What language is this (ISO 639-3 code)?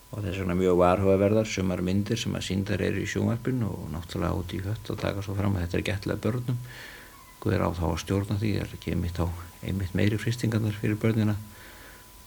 isl